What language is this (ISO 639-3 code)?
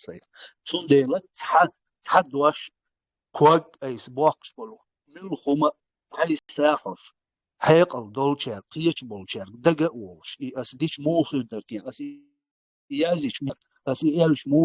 che